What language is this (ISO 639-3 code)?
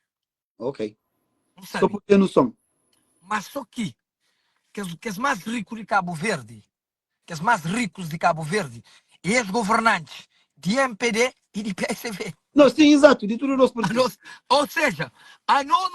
kea